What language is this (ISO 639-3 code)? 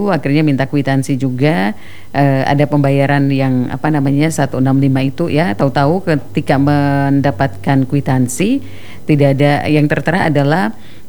ind